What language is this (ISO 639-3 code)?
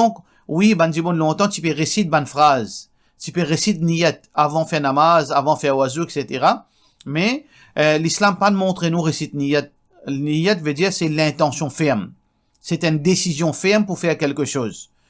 mfe